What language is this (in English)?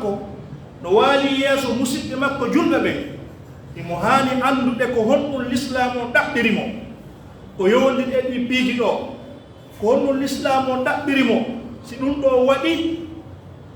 Pular